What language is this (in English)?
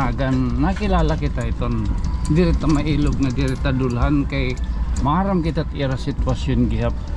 Waray